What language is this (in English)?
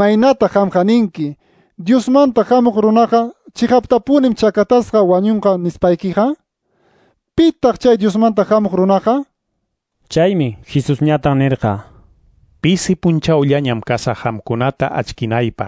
Quechua